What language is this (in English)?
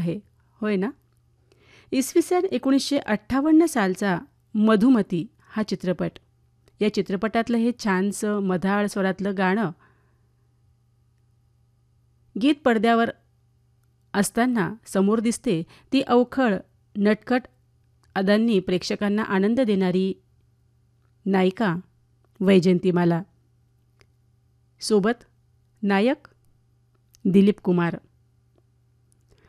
Marathi